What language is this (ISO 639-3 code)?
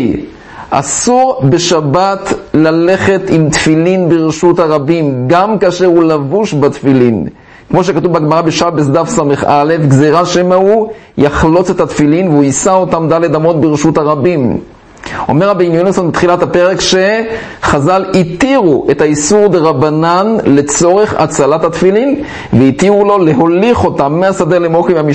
heb